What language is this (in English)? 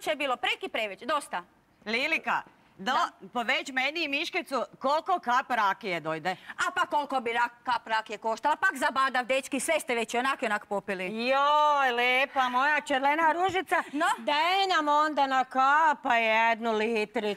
Croatian